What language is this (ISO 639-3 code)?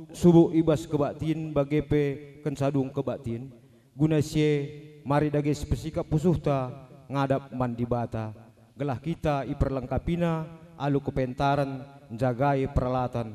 btx